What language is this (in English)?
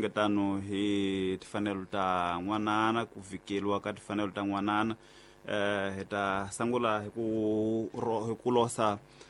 Tsonga